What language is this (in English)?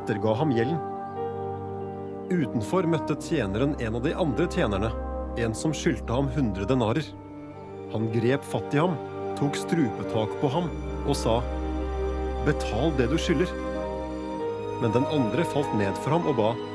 Norwegian